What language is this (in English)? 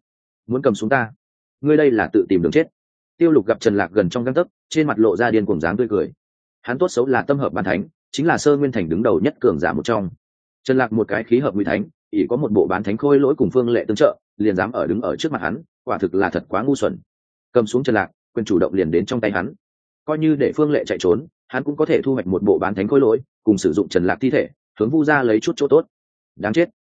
Vietnamese